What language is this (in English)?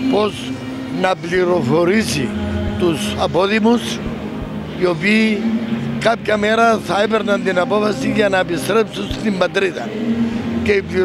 Greek